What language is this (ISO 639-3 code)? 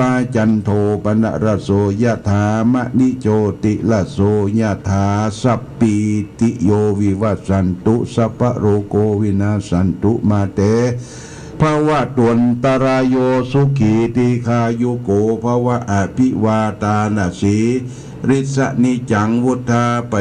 pli